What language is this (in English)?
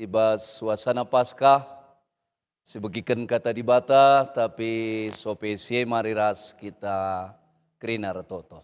Batak Karo